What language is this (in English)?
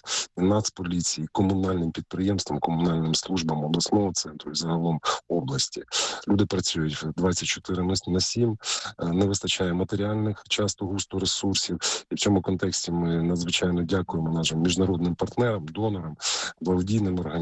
Ukrainian